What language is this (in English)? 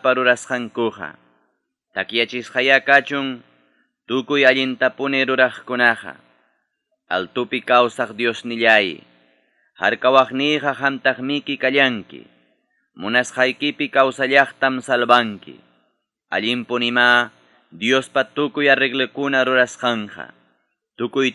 Ayacucho Quechua